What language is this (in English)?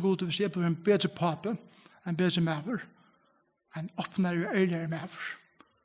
Faroese